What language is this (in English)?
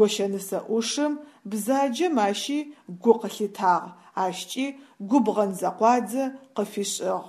Adyghe